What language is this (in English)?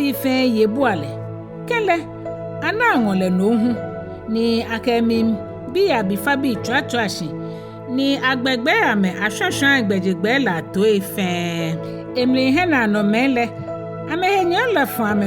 Ga